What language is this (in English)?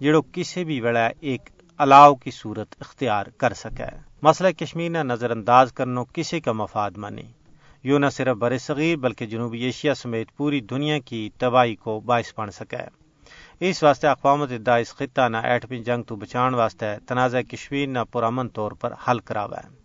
Gujari